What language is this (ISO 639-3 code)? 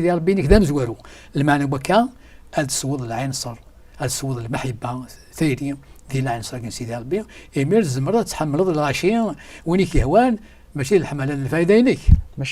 kab